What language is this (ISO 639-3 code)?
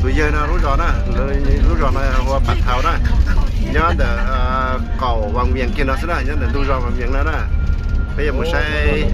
hmn